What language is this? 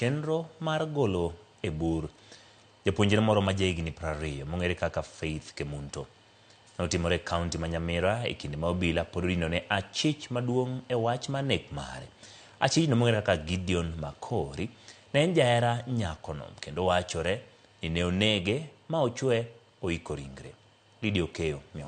Luo (Kenya and Tanzania)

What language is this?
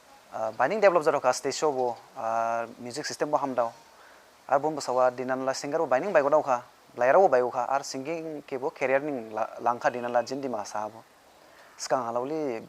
Dimasa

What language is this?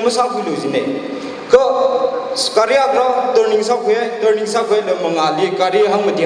Tangkhul Naga (India)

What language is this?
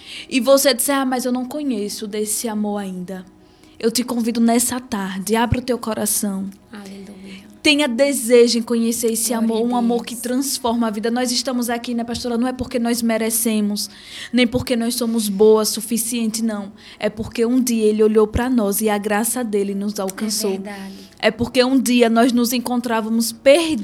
Portuguese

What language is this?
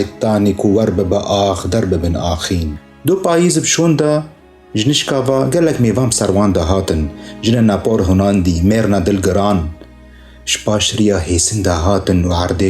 Kurdish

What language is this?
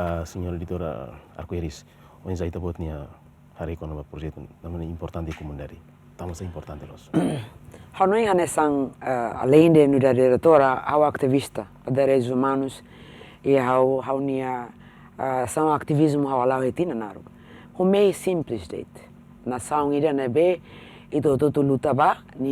Tetum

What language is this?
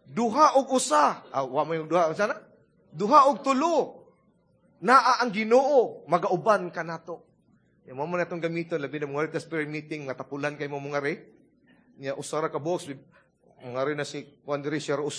Cebuano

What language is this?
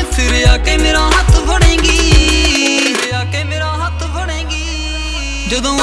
Punjabi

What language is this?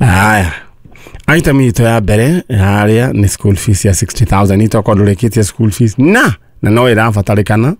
Kikuyu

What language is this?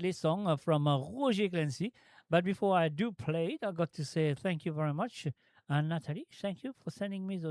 Morisyen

